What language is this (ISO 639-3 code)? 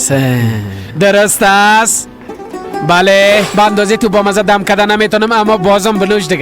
fas